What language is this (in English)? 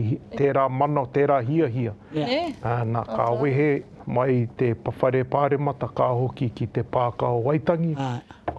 Māori